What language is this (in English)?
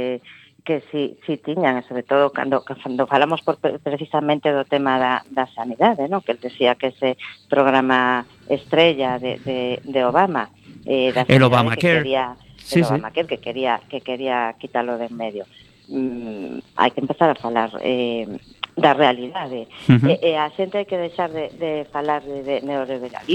Galician